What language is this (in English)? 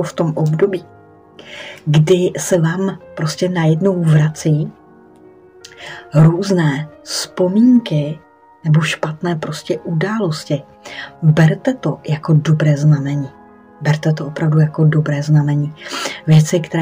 Czech